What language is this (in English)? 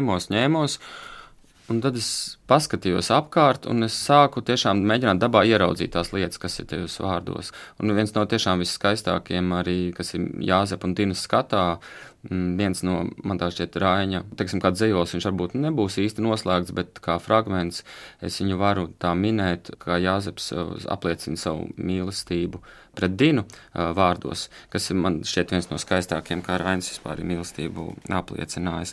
Latvian